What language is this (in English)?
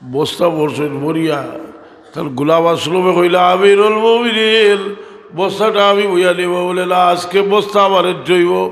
Sylheti